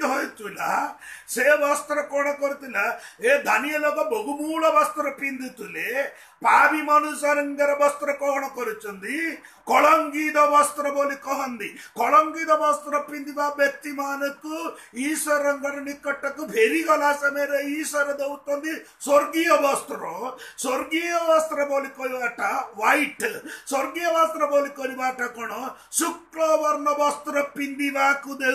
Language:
Odia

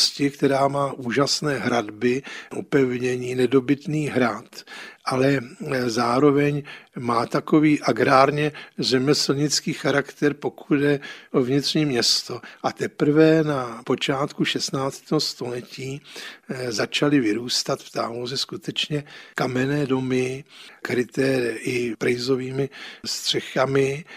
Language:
Czech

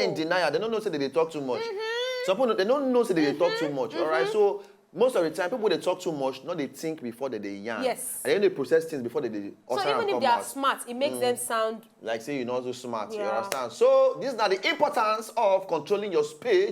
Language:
Nigerian Pidgin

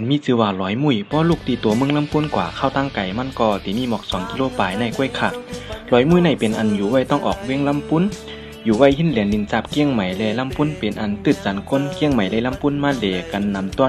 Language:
Shan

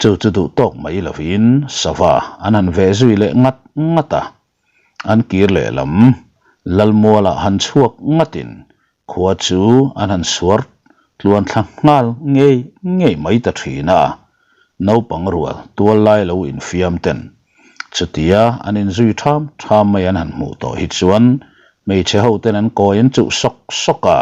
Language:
Mizo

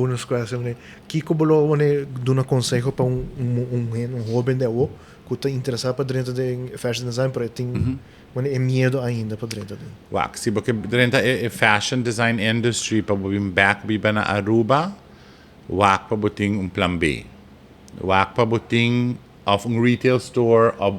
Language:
Papiamento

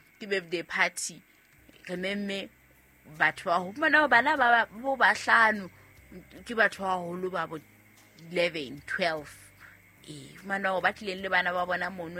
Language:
Southern Sotho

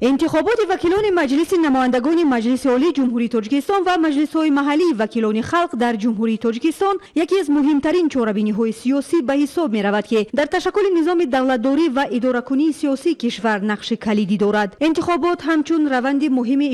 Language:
Tajik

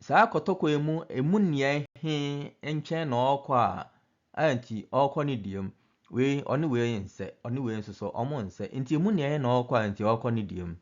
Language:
Akan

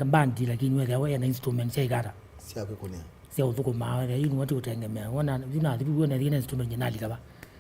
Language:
Kamba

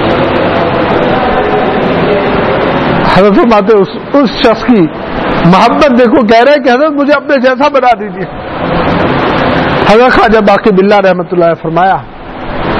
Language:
Urdu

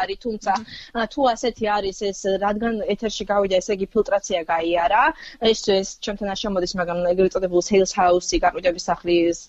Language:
Georgian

